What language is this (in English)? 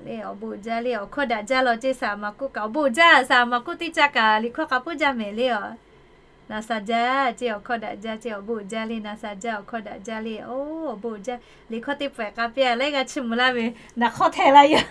Lahu